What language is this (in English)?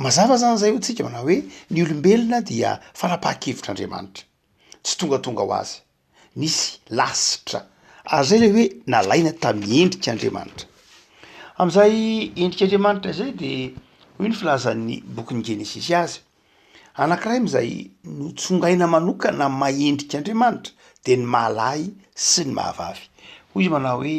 Malagasy